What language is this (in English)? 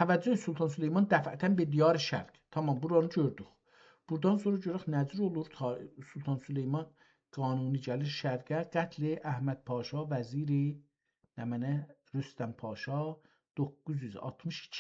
South Azerbaijani